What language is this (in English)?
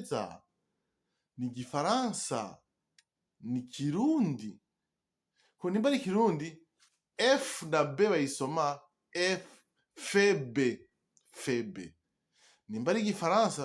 Rundi